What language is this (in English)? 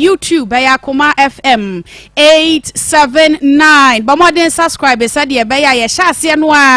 Akan